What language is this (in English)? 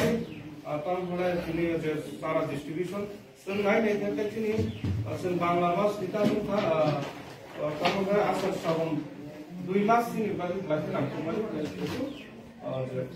Kok Borok